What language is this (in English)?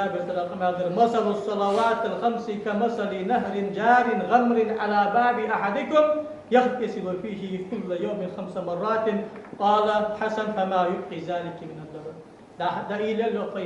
Ingush